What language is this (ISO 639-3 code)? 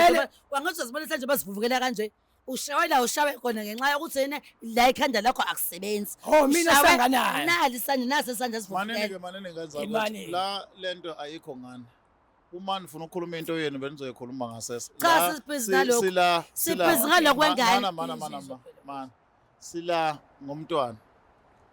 zul